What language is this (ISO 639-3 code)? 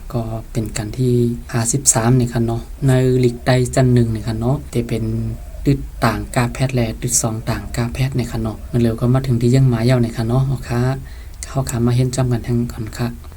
shn